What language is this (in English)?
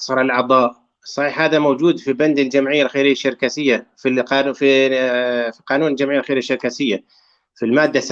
North Levantine Arabic